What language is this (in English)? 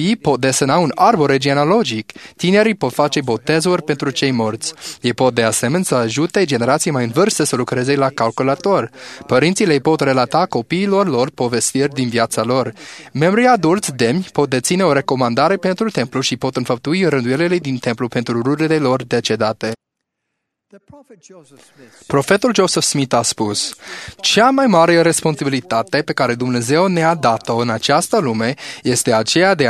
Romanian